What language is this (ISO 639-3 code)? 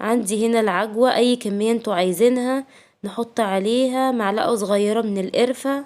arz